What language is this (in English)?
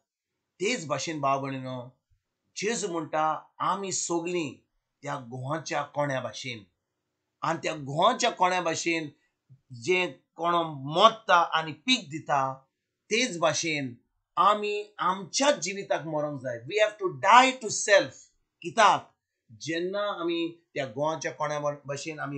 Konkani